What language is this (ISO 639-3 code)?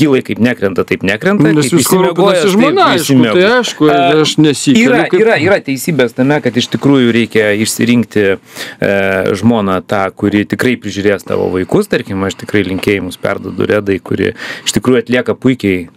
lit